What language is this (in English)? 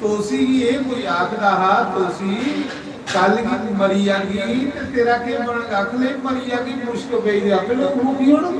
Dogri